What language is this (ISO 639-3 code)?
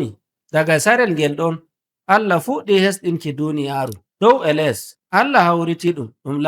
fuv